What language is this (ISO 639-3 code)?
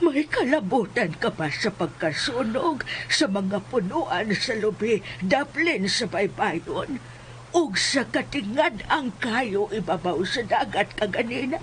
ceb